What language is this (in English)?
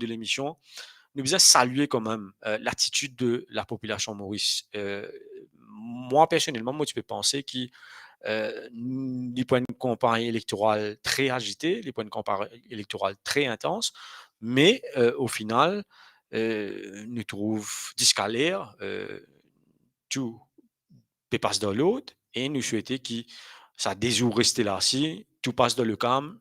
Morisyen